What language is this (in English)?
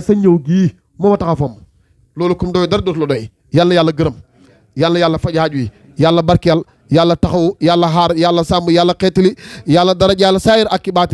Wolof